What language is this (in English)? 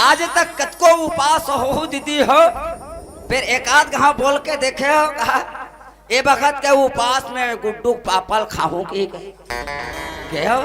Chhattisgarhi